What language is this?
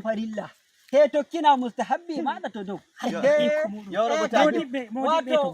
Nigerian Fulfulde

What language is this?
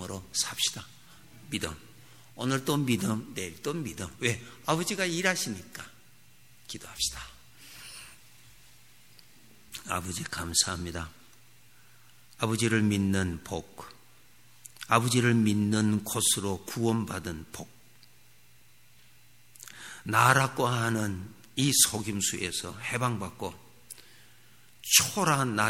Korean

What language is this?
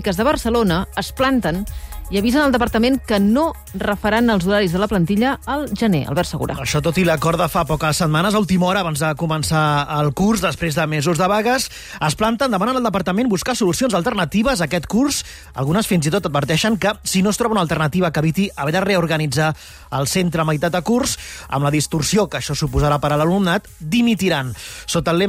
Catalan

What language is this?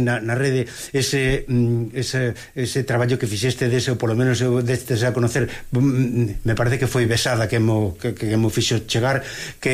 Galician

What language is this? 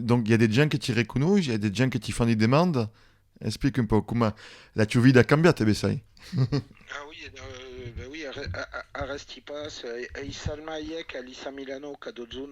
Occitan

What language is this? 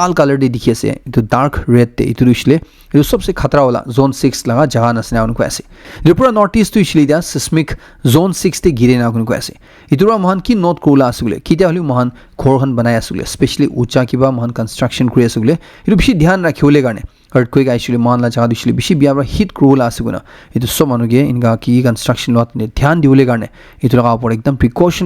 Naga Pidgin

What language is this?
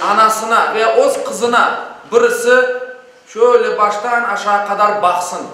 Crimean Tatar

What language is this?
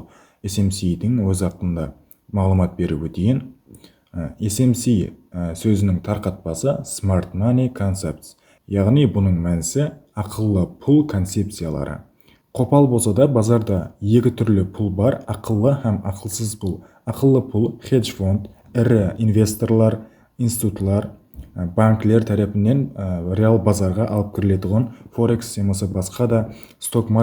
Kara-Kalpak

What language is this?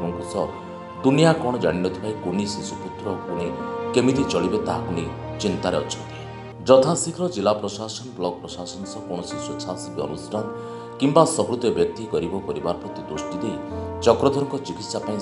Odia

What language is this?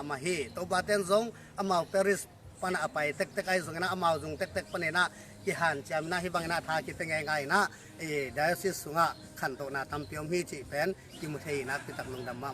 Tedim Chin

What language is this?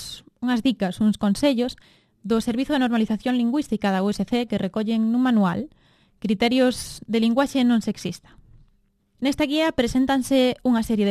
Galician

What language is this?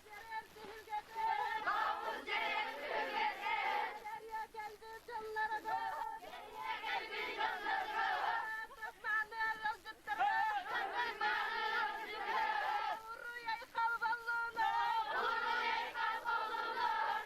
Yakut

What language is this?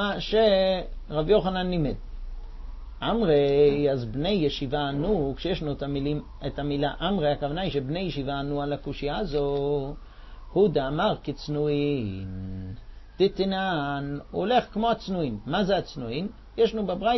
Hebrew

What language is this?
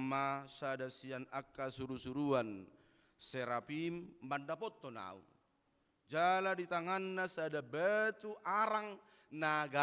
Batak Toba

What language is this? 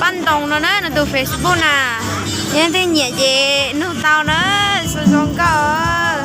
Hmong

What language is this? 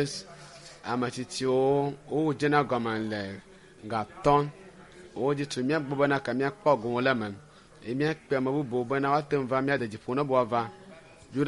Ewe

